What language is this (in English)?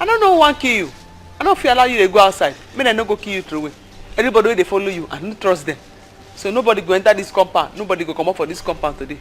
Nigerian Pidgin